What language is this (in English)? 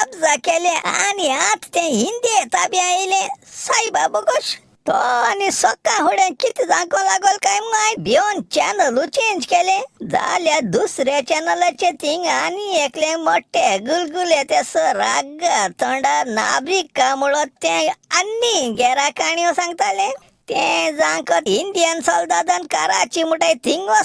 Konkani